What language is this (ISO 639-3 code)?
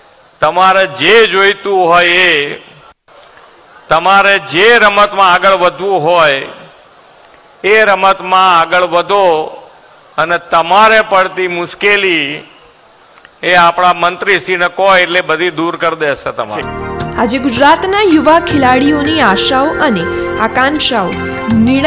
guj